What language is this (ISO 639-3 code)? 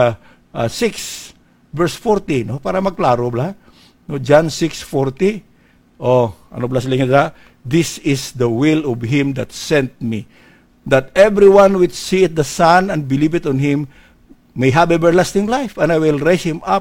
hil